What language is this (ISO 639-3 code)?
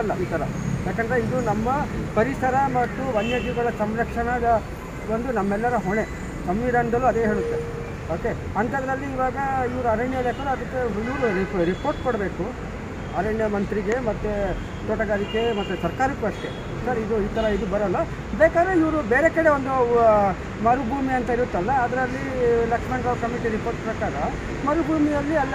kan